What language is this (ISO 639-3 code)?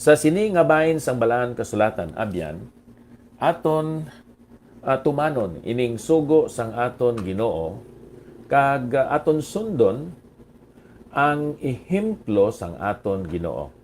hil